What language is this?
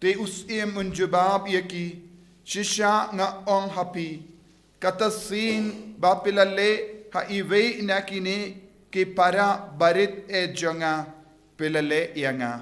Khasi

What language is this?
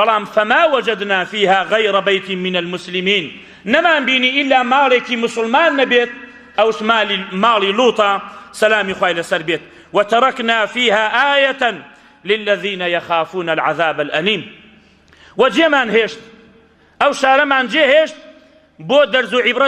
Central Kurdish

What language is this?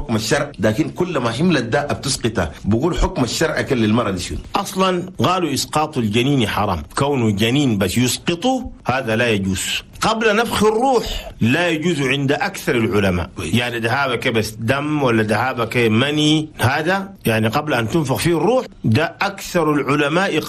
Chadian Arabic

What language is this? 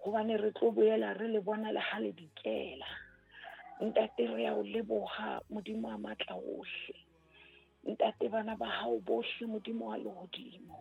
Southern Sotho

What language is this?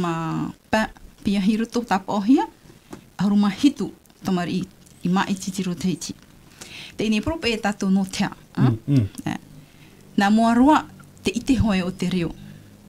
Tahitian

